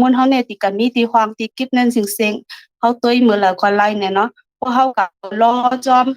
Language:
Shan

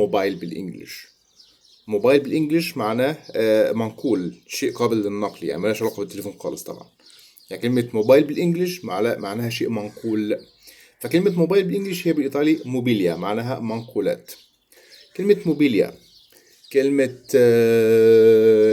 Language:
Egyptian Arabic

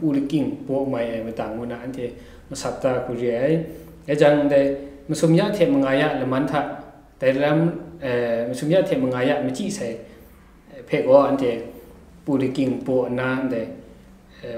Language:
Kachin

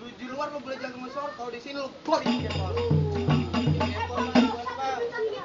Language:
Betawi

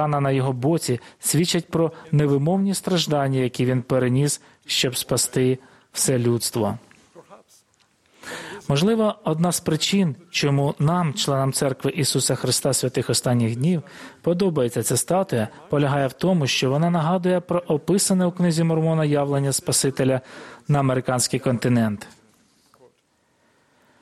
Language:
Ukrainian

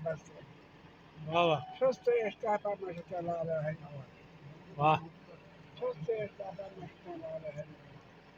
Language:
Baluchi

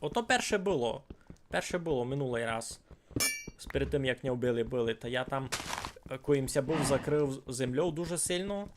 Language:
Rusyn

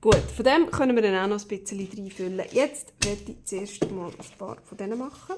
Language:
Swiss German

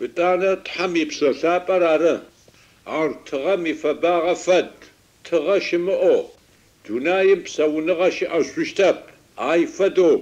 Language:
Adyghe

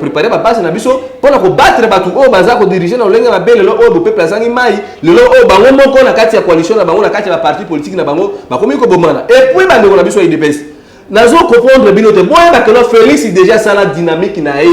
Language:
Lingala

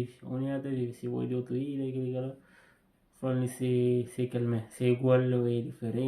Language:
Kabuverdianu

